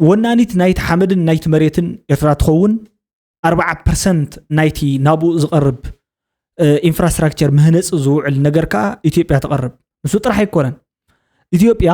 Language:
Tigrinya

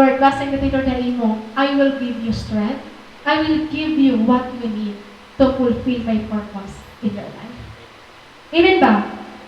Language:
Waray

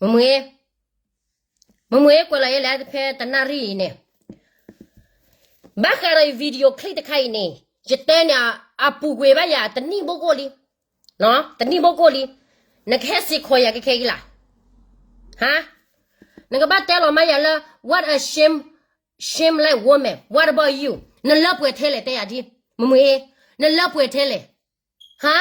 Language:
S'gaw Karen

